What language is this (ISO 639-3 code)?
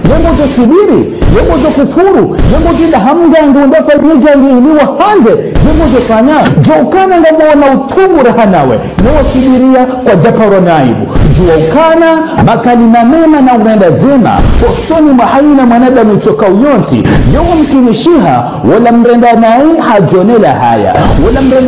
zdj